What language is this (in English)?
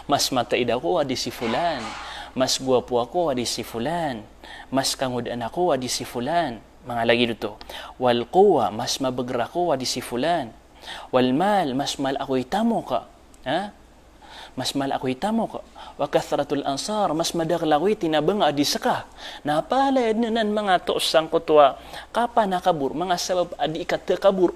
Maranao